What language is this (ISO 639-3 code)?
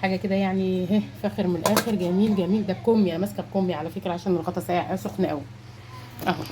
arz